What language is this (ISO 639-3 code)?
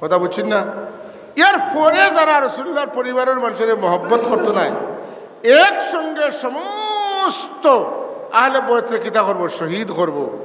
syl